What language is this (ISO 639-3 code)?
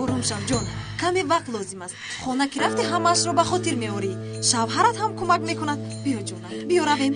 tgk